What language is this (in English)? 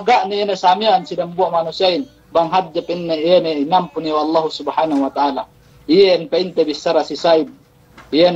Yakan